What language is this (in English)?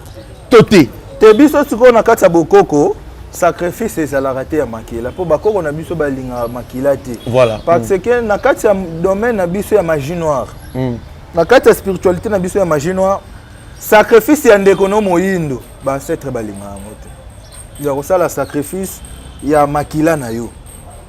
Lingala